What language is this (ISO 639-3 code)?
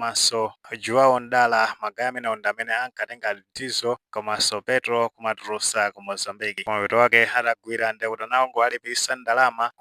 nya